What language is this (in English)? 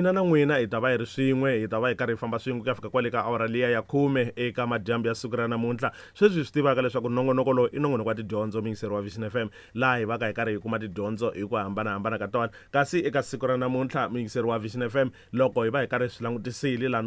Tsonga